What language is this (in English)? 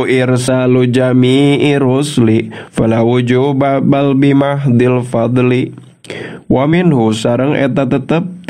Sundanese